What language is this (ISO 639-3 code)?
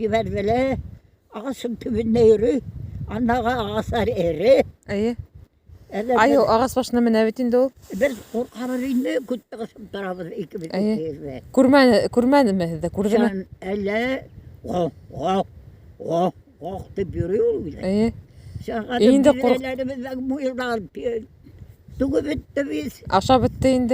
bak